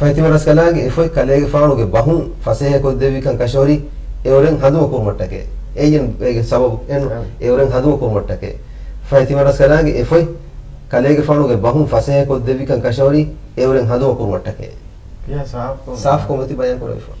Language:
Divehi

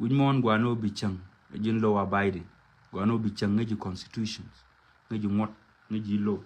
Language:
Nuer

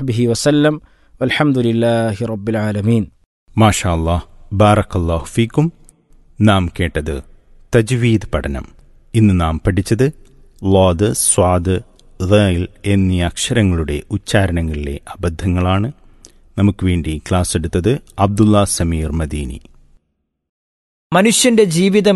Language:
Malayalam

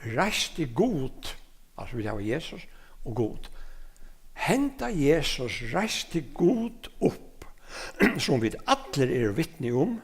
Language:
Faroese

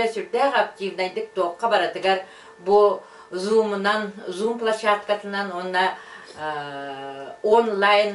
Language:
Yakut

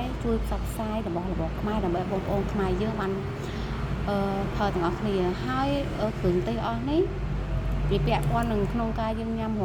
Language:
Khmer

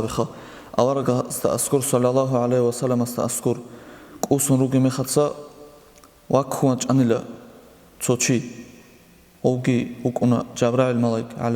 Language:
Avaric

